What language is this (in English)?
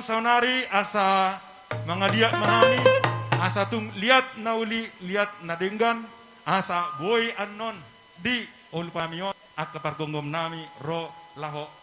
Batak Toba